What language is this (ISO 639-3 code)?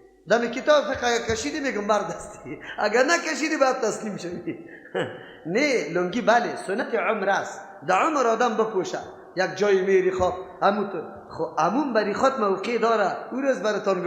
fas